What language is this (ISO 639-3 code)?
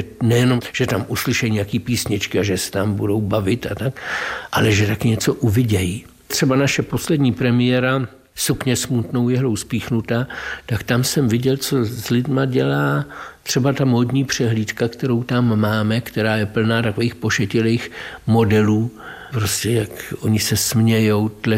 ces